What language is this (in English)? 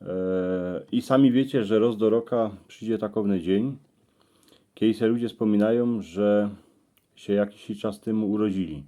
Silesian